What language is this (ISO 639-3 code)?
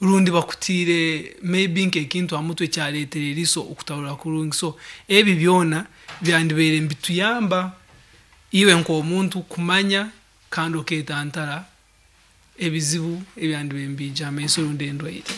nyn